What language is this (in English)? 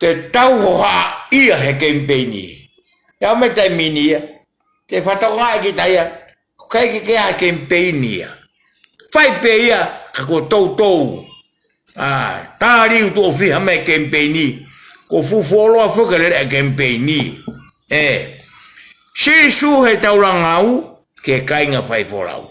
Tongan